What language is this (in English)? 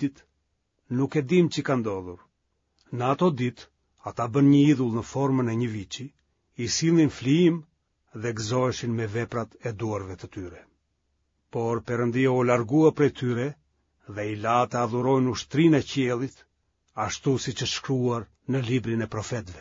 Albanian